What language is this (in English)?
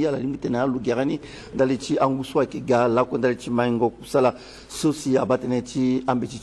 Sango